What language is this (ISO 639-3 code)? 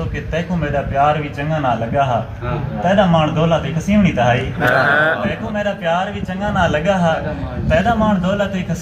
skr